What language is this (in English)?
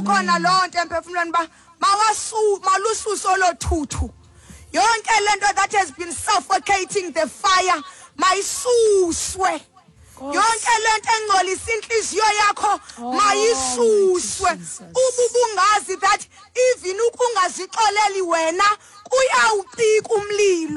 Xhosa